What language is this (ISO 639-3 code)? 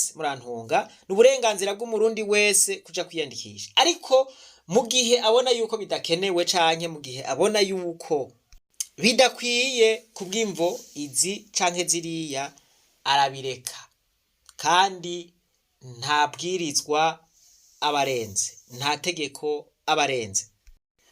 run